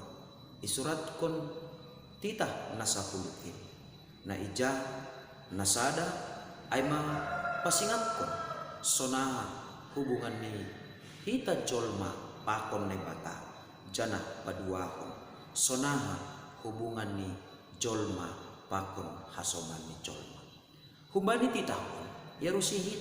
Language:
Batak Simalungun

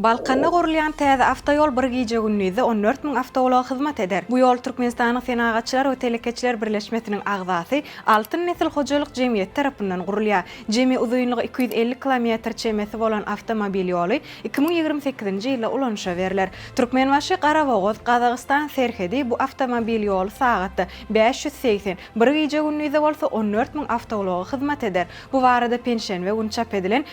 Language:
Turkmen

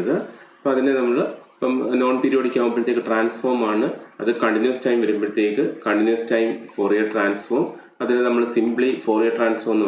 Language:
Malayalam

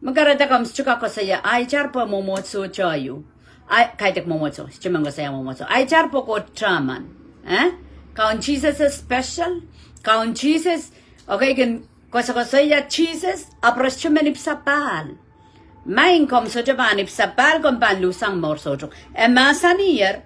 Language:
Pohnpeian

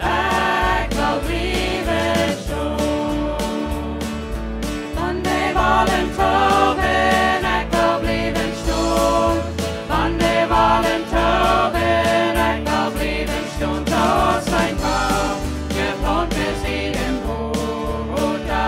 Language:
Plautdietsch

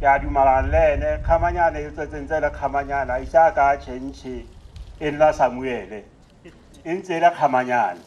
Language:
Tswana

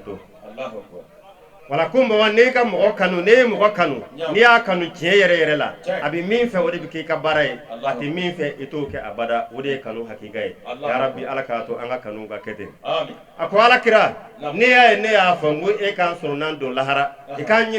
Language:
Bambara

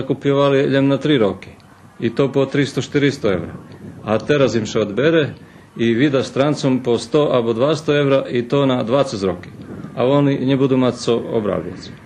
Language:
Rusyn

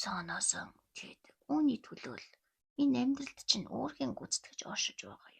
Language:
Mongolian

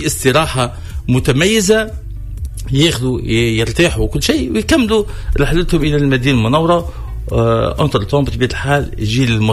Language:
Tunisian Arabic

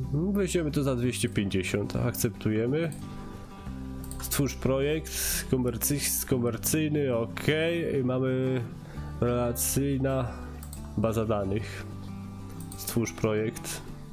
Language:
Polish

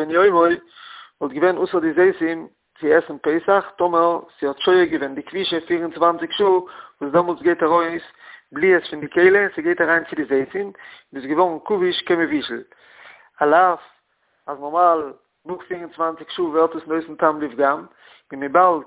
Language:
Yiddish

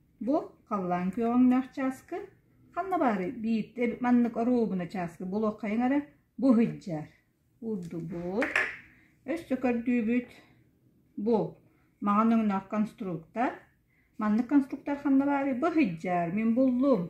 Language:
Yakut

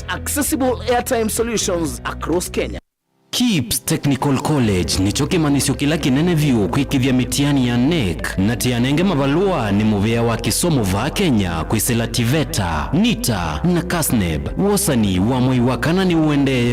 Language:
Kamba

